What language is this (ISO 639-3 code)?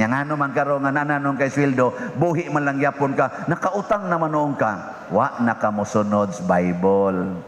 ceb